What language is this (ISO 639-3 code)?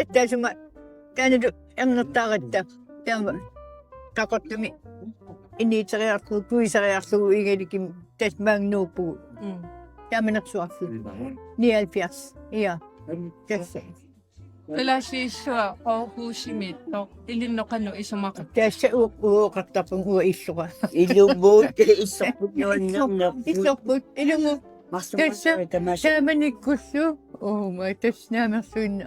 kal